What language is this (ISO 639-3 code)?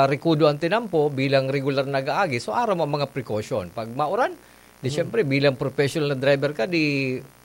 bik